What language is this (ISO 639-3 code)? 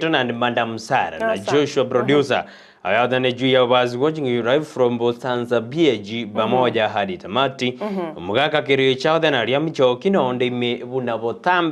guz